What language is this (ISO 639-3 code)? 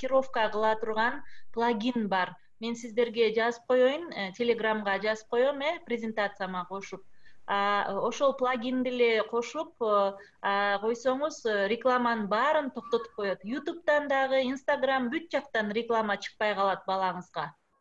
kir